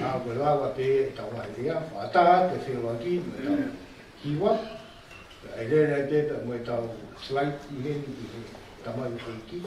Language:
Tongan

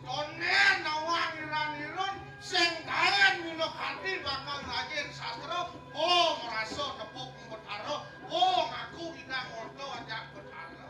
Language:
Balinese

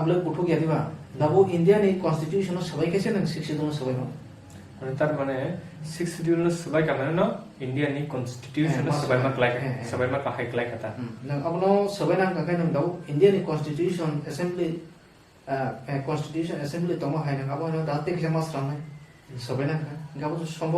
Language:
Kok Borok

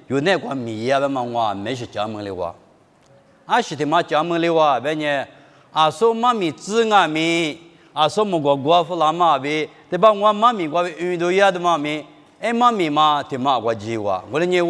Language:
Lisu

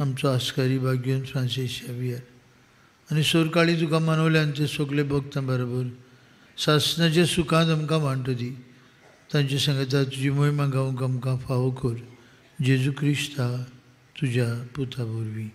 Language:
Konkani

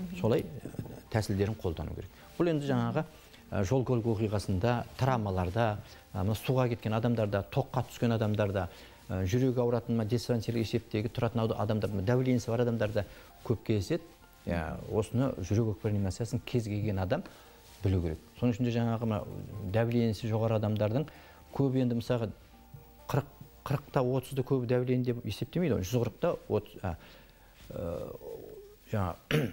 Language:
Kazakh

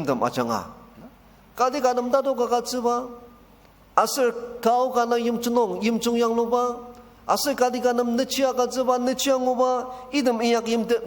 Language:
Ao Naga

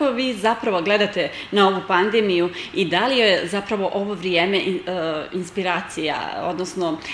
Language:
Serbian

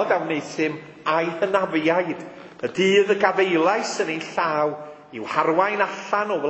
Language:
Welsh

